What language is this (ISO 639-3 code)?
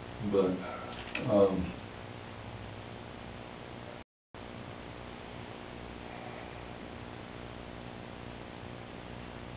eng